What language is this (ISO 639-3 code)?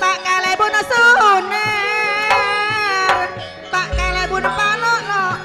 mad